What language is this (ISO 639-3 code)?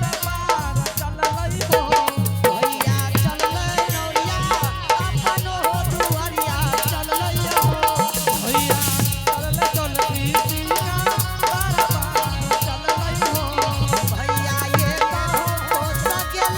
anp